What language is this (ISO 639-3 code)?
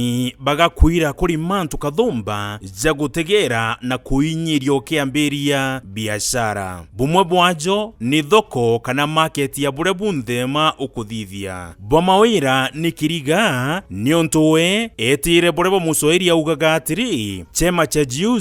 mer